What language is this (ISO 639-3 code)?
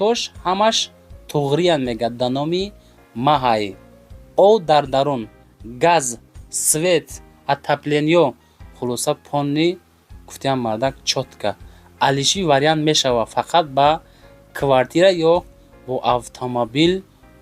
tgk